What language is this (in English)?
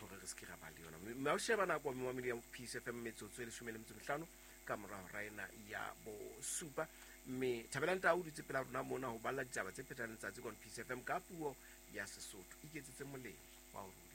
Southern Sotho